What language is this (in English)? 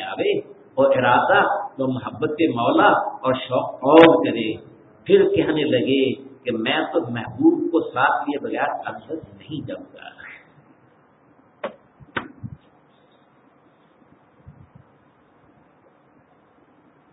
Urdu